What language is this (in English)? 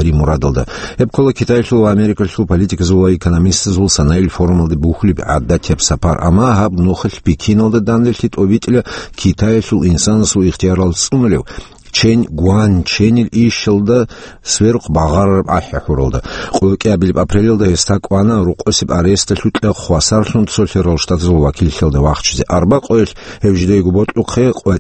Avaric